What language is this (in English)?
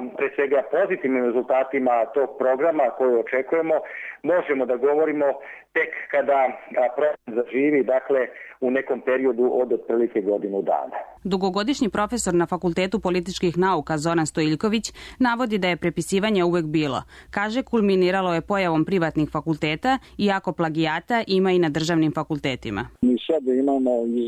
Serbian